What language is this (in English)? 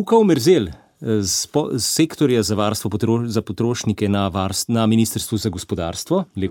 Slovenian